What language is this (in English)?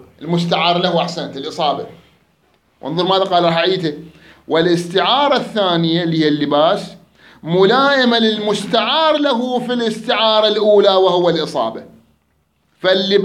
Mesopotamian Arabic